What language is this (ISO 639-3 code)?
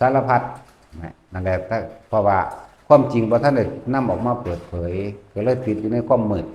tts